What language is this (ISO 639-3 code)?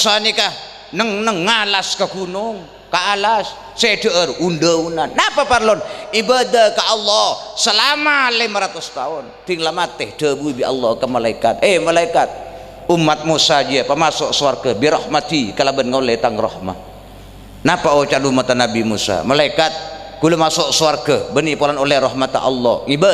mad